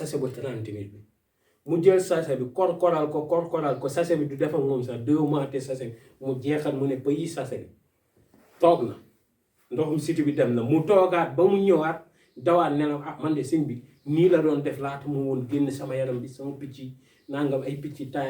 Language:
Wolof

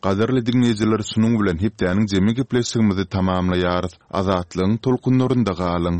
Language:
Turkmen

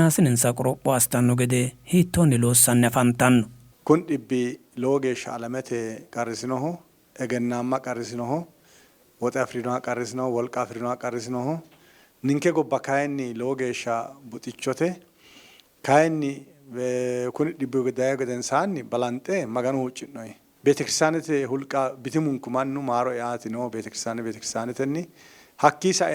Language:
Sidamo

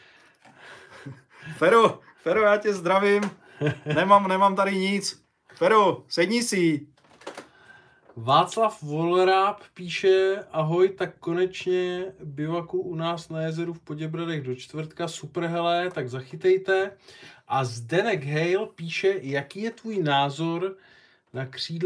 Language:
Czech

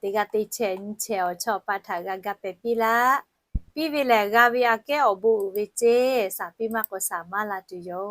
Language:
Lahu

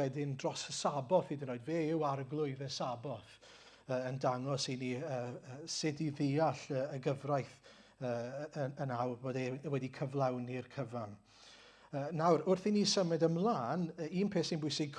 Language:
Welsh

